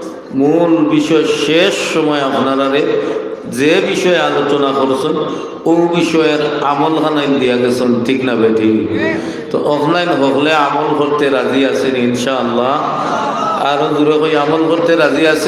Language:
Sylheti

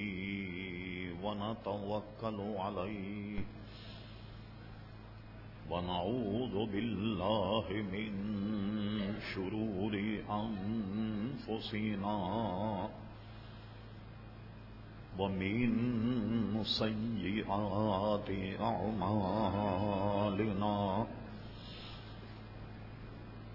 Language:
Urdu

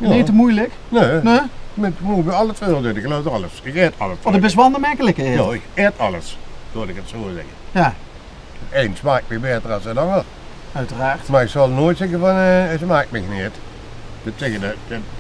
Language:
Limburgish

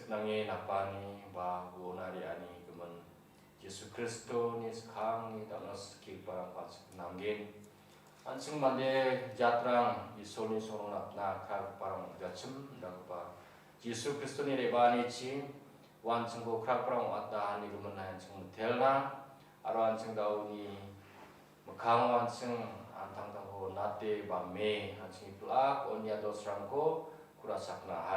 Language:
Garo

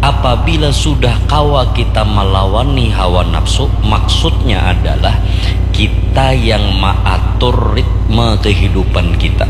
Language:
Banjar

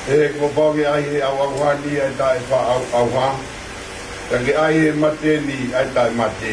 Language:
Tongan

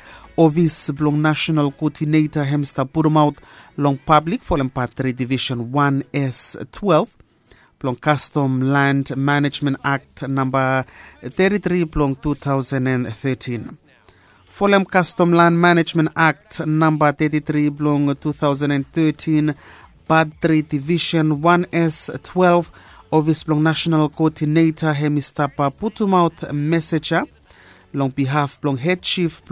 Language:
Bislama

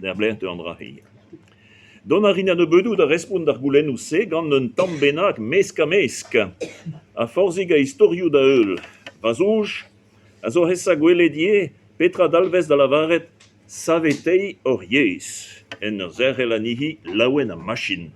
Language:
Breton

